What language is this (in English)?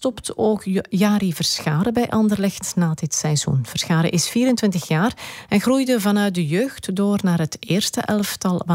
Dutch